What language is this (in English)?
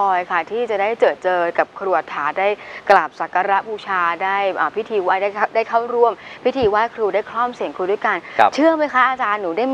Thai